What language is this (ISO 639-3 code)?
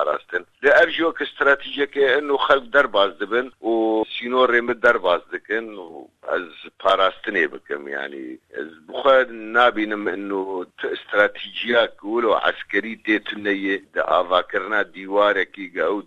kur